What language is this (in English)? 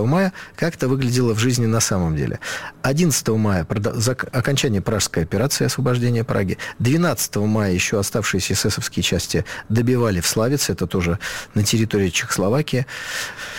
Russian